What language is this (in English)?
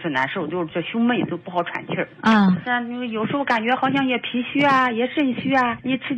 Chinese